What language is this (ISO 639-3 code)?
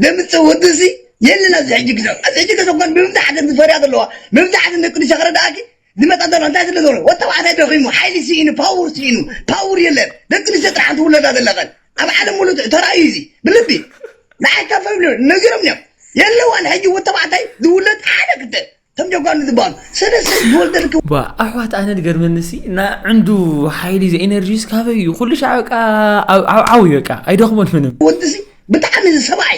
tir